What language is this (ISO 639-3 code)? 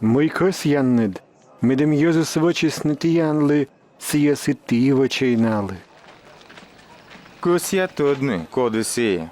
kom